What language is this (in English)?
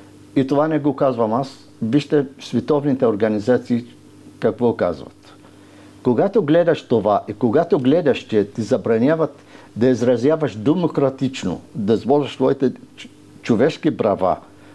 Bulgarian